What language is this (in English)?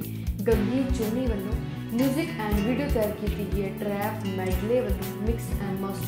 Punjabi